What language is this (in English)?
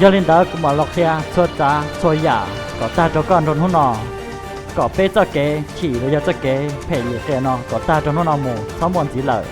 Hmong